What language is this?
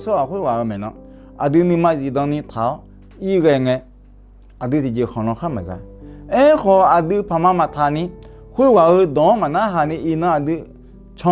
Akha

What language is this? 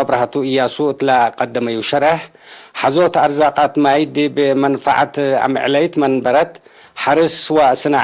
Tigre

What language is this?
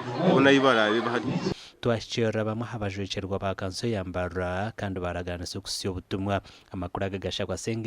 Nyankole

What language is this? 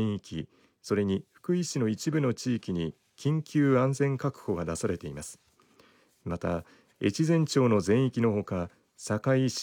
Japanese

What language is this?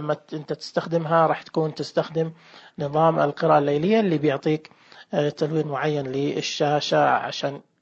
Najdi Arabic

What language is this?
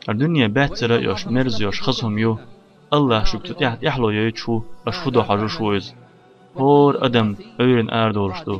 Chechen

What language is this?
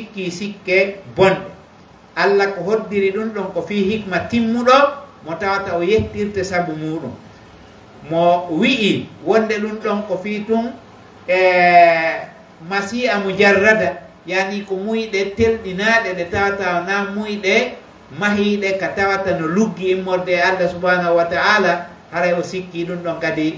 Pular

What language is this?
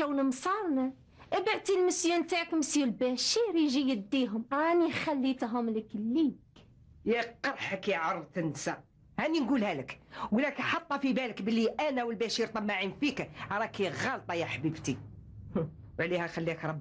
Algerian Arabic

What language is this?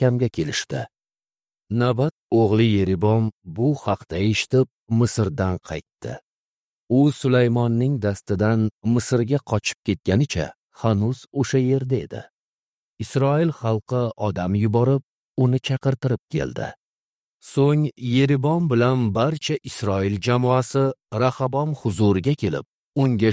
Uzbek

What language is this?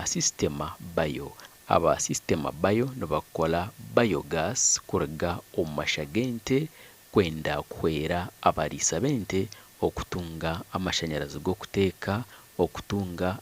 Nyankole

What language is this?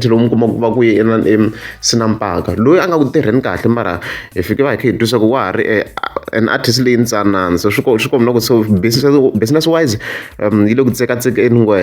Tsonga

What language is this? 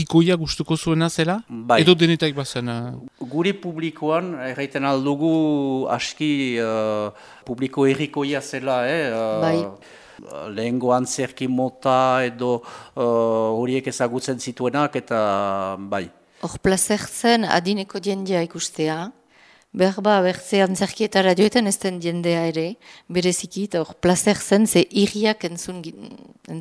Basque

